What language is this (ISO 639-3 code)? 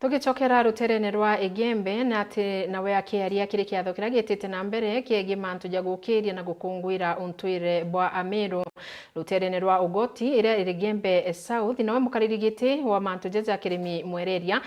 mer